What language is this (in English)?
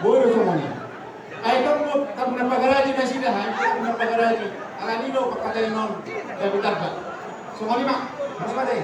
Batak Toba